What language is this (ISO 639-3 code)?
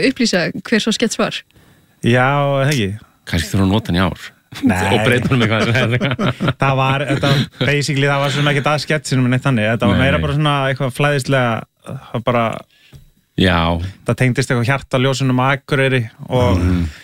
isl